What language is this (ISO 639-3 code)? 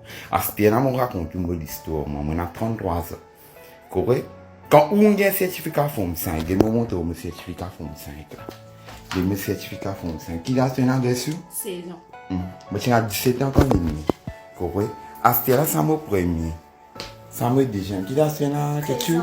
mfe